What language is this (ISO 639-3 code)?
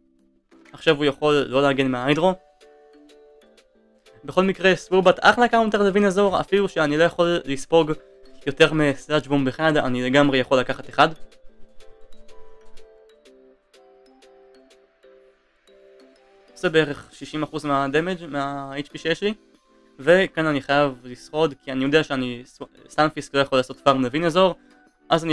heb